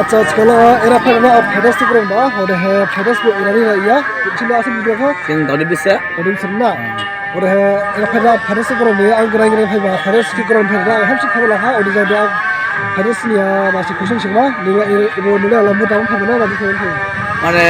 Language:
Dimasa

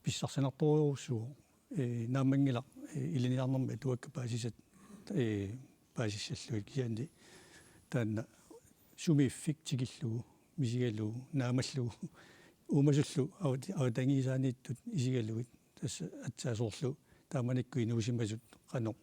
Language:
Kalaallisut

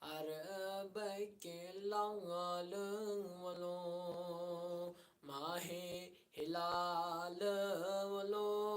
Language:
Kashmiri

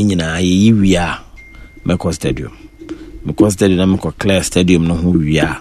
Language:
Akan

